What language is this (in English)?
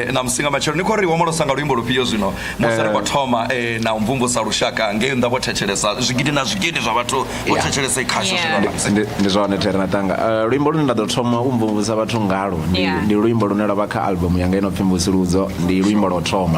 Venda